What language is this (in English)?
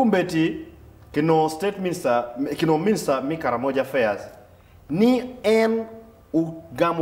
Acoli